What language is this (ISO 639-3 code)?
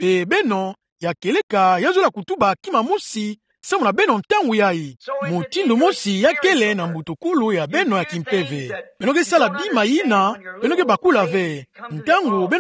ktu